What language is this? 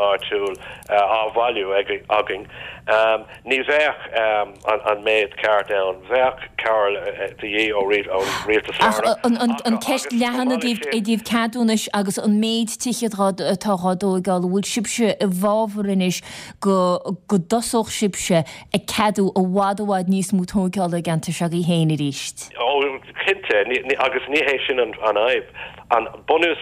Irish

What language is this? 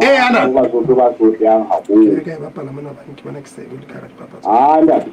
Southern Sotho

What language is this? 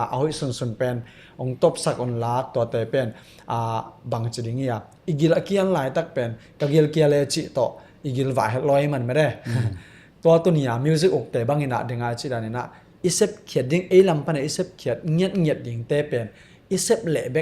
Tedim Chin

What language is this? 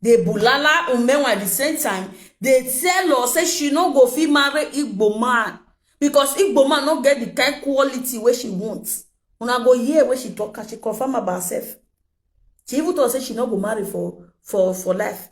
Nigerian Pidgin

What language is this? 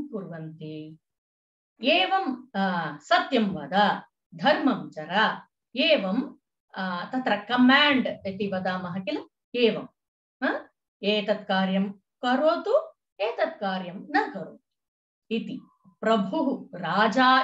Sanskrit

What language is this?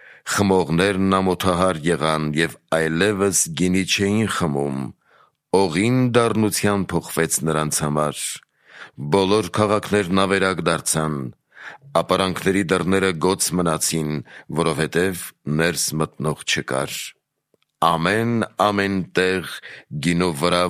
Armenian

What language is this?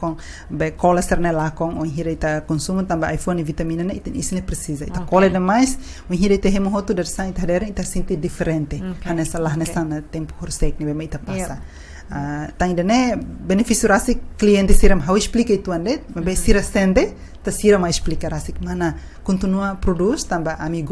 Tetum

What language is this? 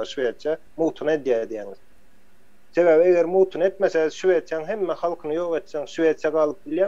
Turkmen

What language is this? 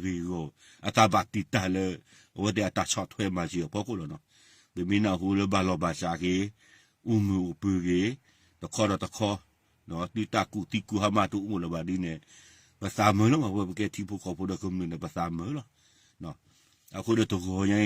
S'gaw Karen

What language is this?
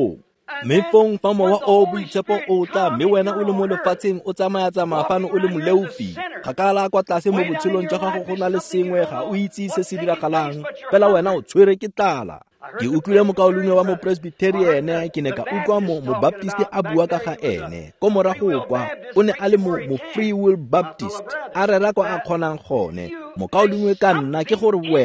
Tswana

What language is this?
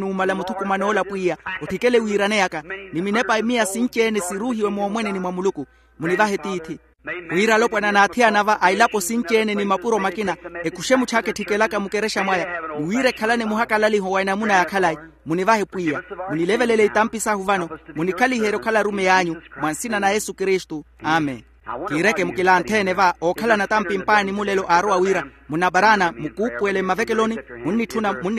Makhuwa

